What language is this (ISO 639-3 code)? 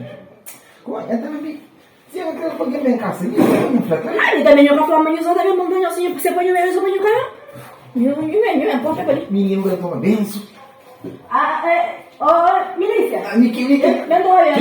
kea